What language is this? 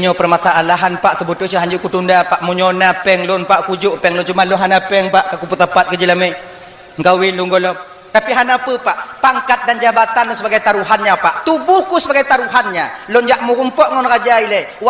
Achinese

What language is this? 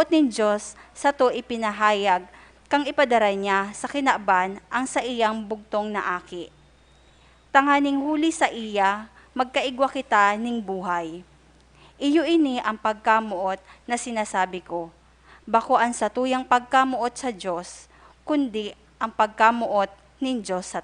Bikol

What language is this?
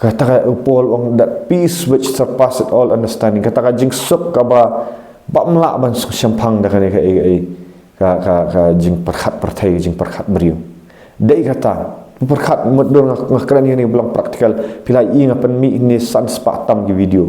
Khasi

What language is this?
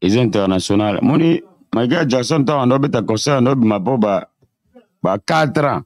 Lingala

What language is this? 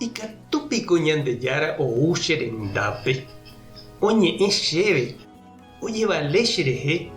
Guarani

